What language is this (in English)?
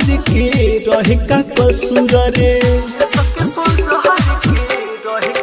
Bhojpuri